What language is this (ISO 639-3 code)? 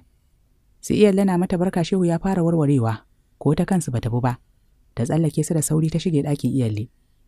hau